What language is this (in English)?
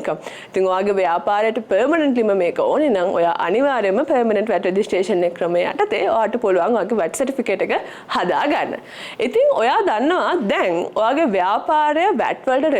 Sinhala